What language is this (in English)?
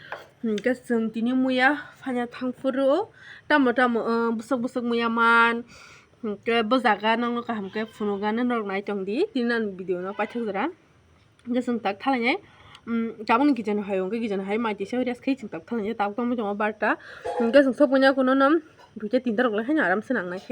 Kok Borok